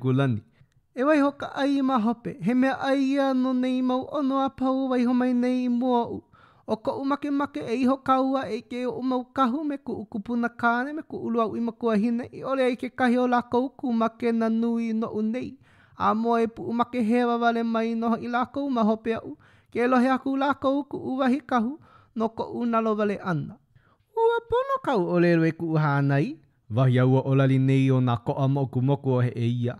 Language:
Hawaiian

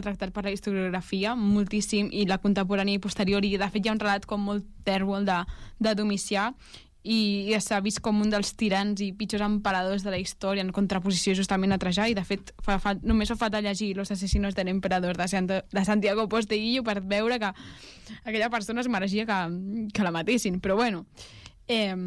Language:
Catalan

